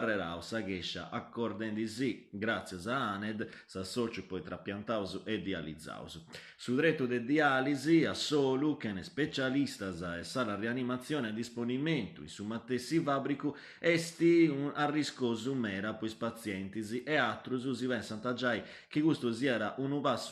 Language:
Sardinian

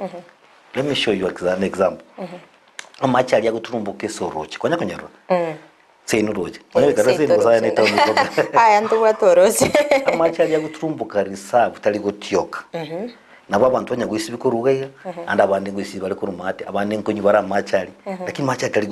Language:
Gusii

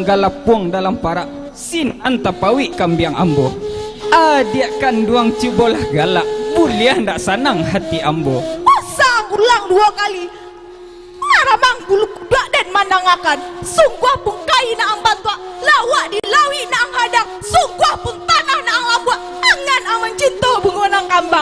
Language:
Minangkabau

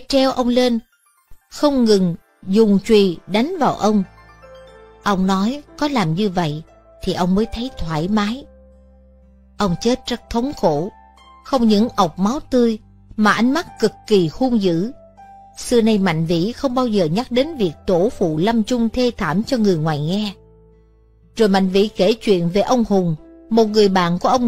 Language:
Vietnamese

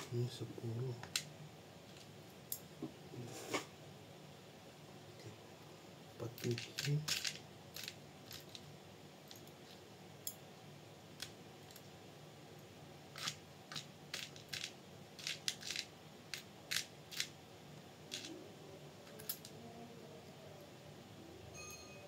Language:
Indonesian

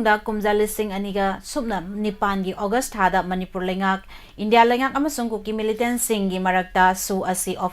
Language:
Manipuri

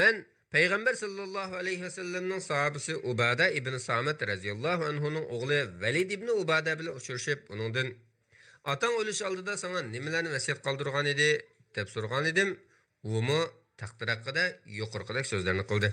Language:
Uyghur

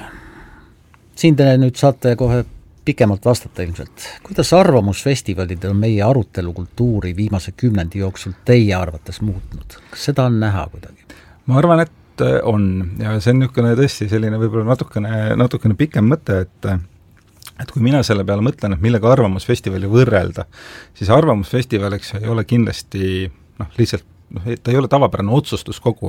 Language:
Estonian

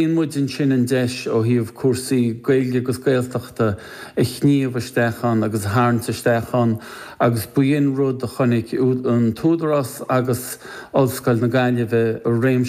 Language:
Irish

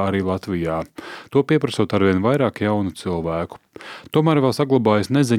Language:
Latvian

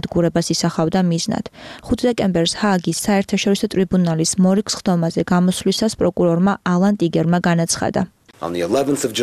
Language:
Georgian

